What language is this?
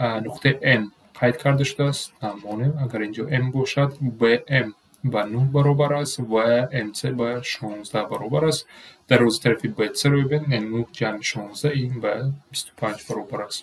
Tajik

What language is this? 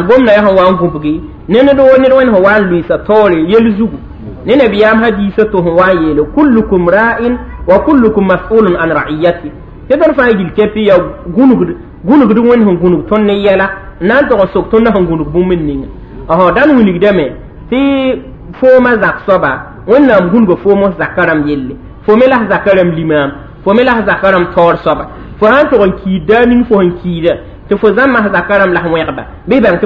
Mossi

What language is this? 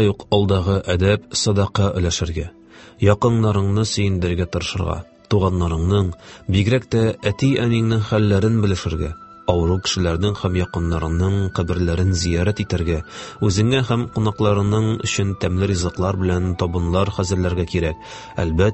Tatar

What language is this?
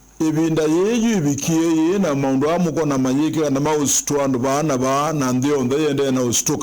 Kamba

